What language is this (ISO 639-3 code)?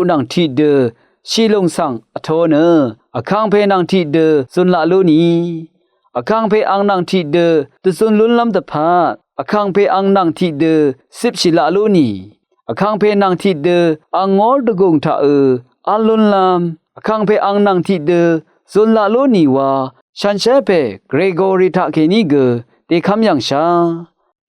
raw